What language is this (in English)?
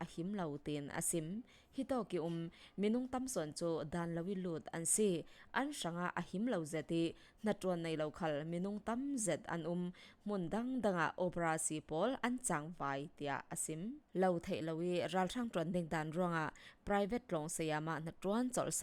Falam Chin